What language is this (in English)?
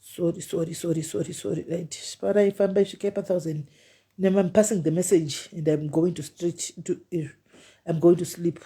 Shona